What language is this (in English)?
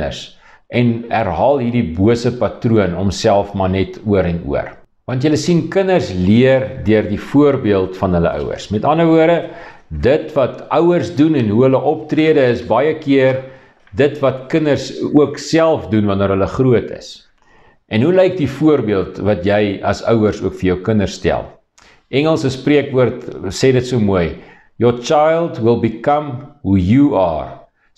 Afrikaans